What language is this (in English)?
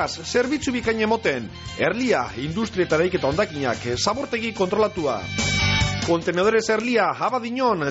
Basque